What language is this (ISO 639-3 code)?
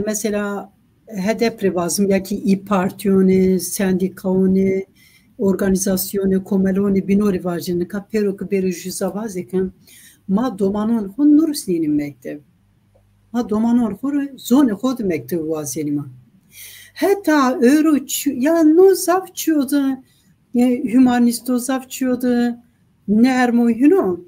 zza